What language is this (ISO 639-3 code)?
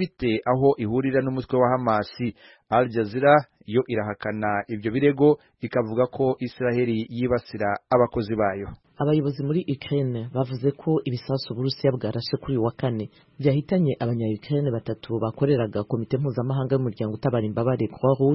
kin